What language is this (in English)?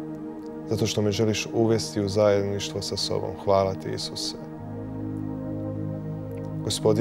Croatian